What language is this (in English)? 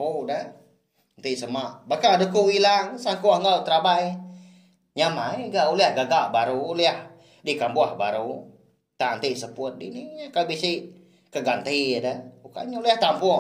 Iban